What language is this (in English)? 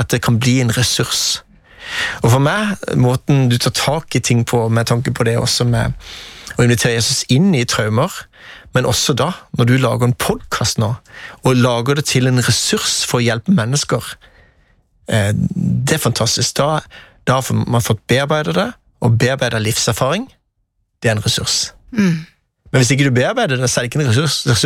Norwegian